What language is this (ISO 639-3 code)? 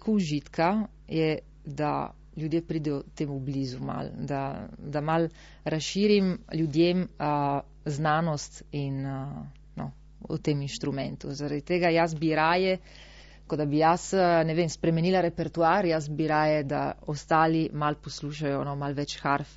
slv